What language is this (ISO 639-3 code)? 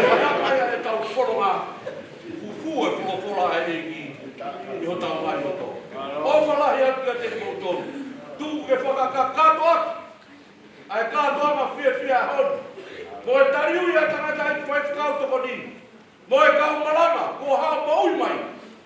ton